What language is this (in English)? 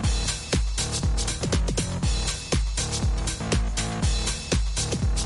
Kinyarwanda